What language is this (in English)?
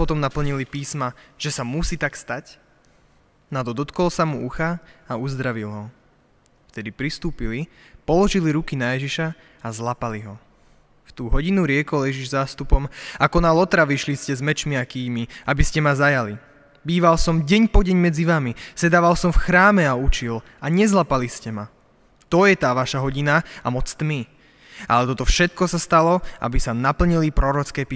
Slovak